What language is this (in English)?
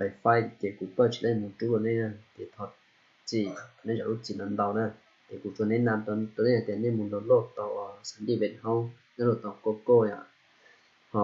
Hmong